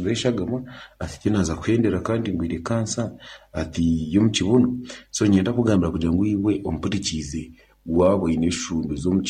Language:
Nyankole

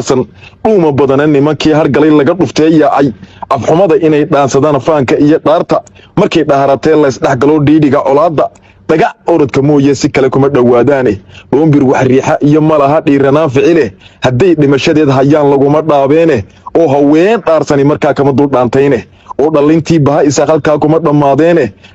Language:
Somali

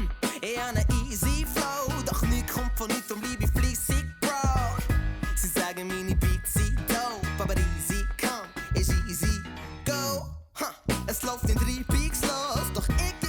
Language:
Swiss German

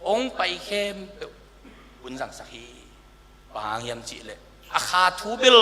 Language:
Tedim Chin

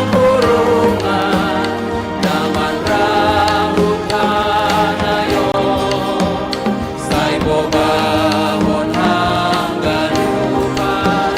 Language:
Batak Simalungun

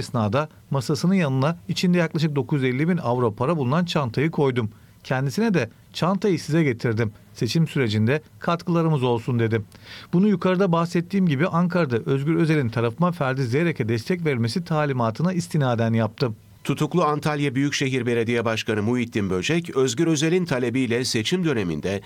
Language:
Turkish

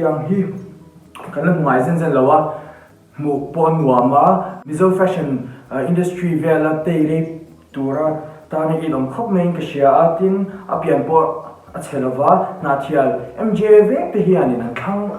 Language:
Mizo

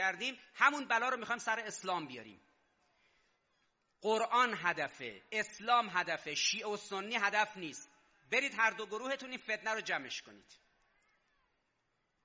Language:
Persian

